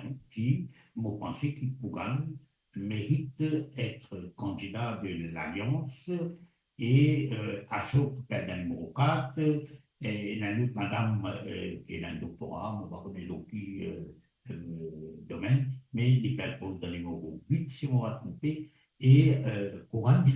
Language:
Morisyen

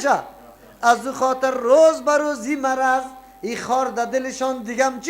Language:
Persian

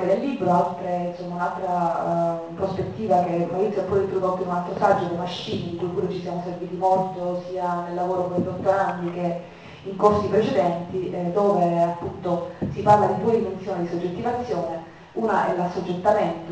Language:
Italian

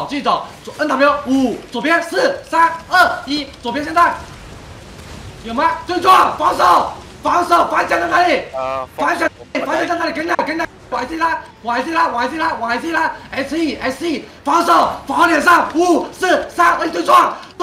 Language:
Chinese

